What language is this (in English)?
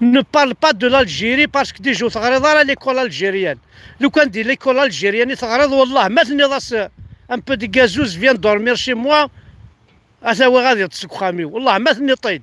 Kabyle